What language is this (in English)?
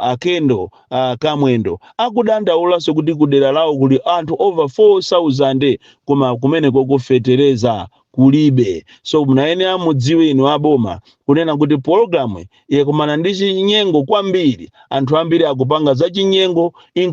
Nyanja